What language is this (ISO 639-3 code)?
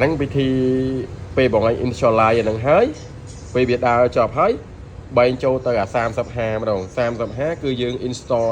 khm